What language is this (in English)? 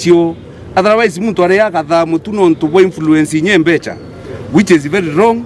Meru